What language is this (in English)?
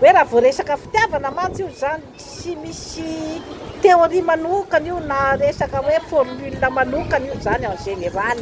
Malagasy